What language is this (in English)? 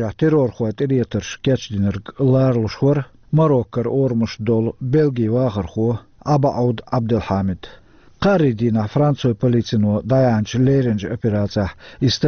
Chechen